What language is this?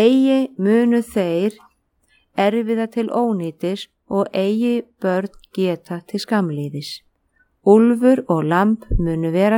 Icelandic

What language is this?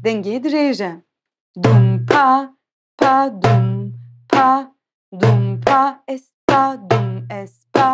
Kurdish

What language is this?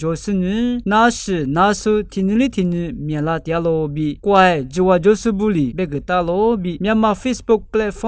Lisu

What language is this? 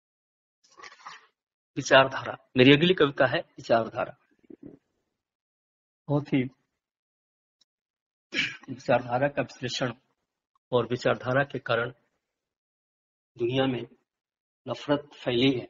Hindi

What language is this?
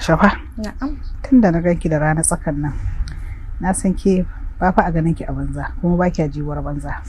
Hausa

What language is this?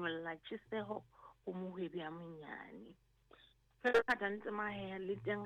Southern Sotho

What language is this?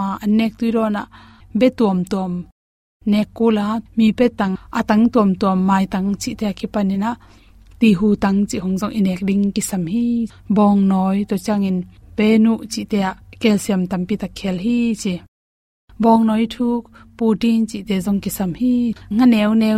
Tedim Chin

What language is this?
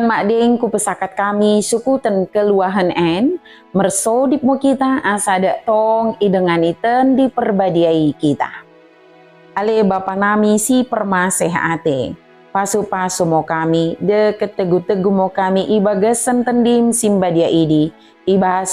Batak Dairi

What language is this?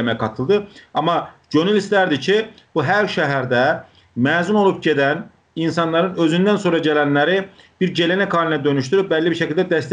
South Azerbaijani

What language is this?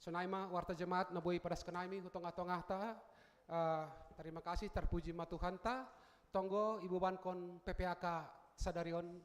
Batak Simalungun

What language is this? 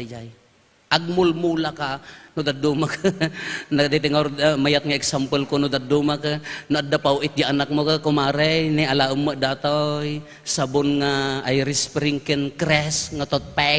Iloko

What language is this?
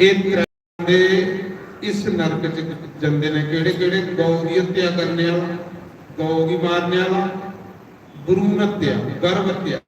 Dogri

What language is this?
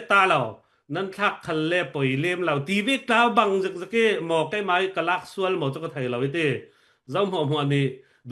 Falam Chin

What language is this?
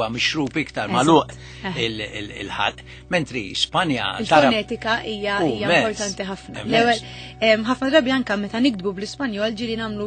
Maltese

